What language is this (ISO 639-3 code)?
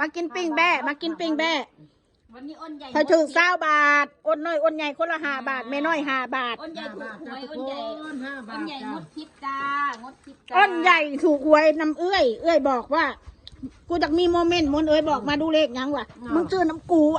tts